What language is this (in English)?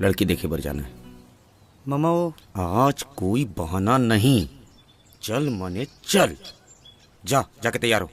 Chhattisgarhi